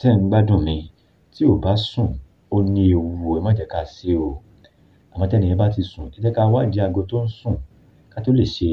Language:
Yoruba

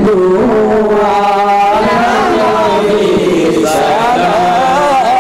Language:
Bangla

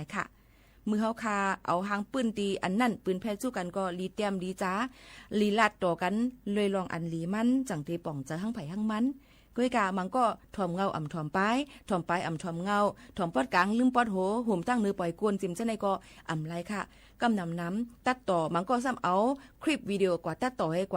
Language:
Shan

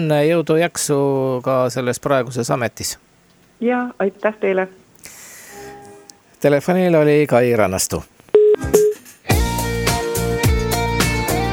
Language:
Estonian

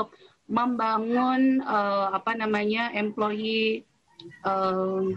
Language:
Indonesian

